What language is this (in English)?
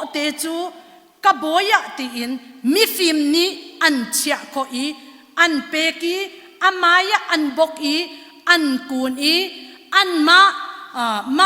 Hakha Chin